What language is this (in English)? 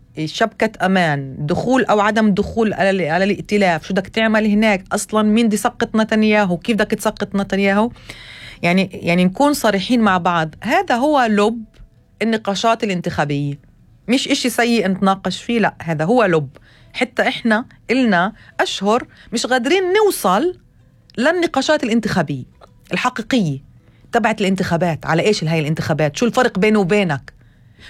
North Levantine Arabic